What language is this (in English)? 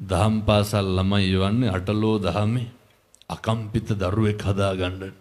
Sinhala